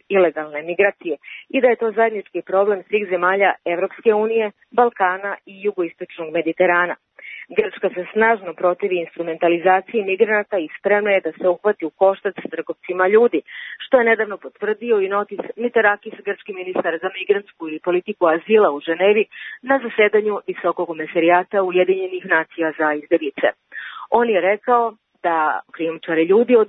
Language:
Serbian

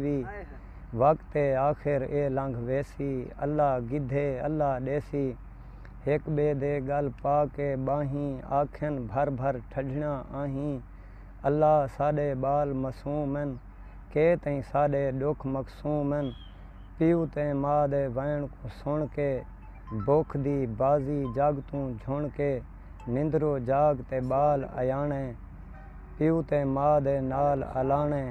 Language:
Saraiki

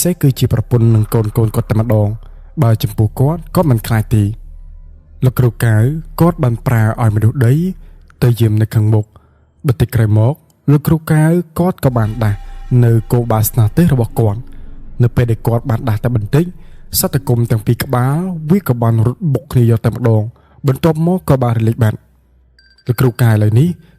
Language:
Khmer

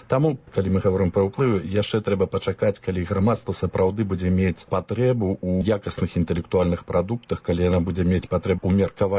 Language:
Belarusian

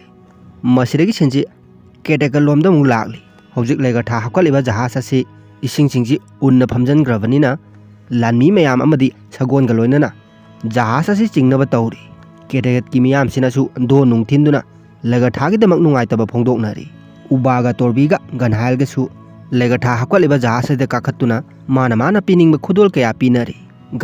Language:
Manipuri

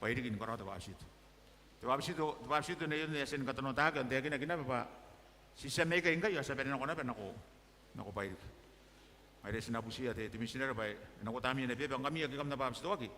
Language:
Gilbertese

